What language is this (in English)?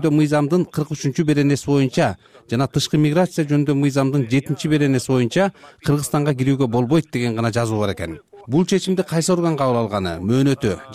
Kyrgyz